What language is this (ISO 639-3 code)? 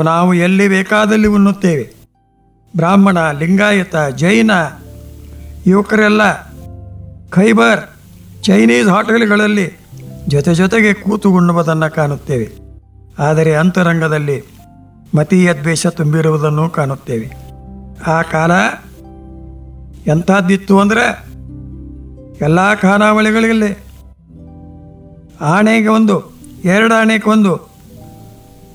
kan